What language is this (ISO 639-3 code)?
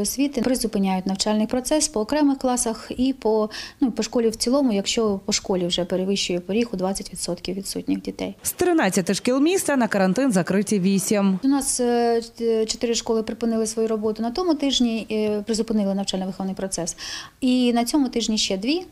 ukr